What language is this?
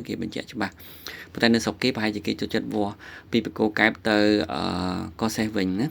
Khmer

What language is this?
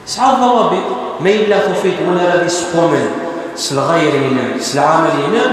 Kabyle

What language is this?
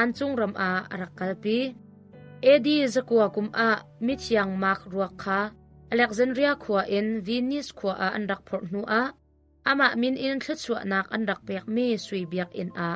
Hakha Chin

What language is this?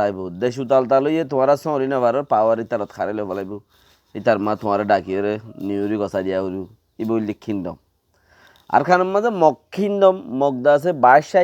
Rohingya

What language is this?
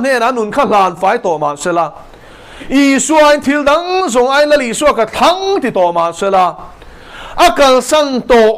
Mizo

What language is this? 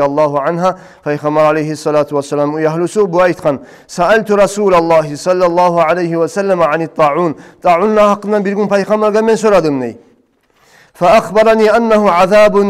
Kumyk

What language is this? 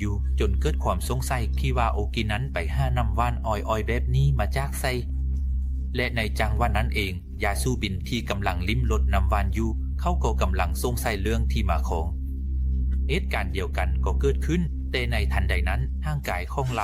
Lao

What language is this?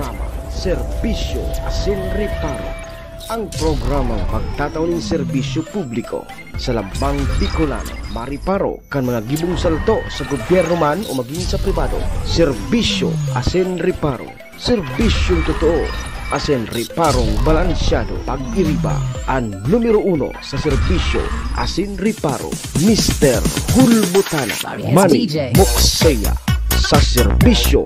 Bikol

